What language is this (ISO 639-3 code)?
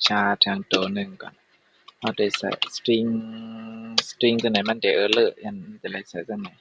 shn